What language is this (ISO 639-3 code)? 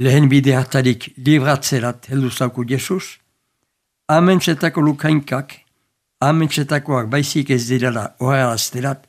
eus